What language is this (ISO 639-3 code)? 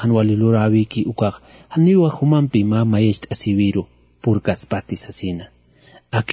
aym